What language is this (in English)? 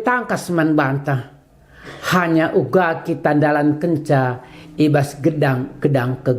Batak Karo